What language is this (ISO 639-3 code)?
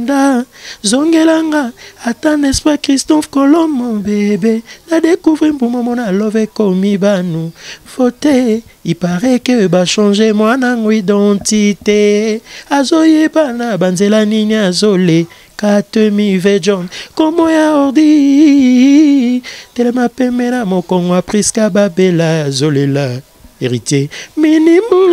lin